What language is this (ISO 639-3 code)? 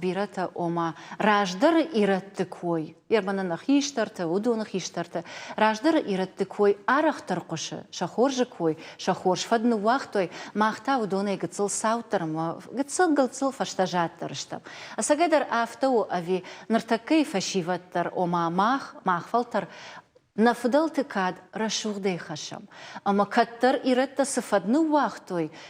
oss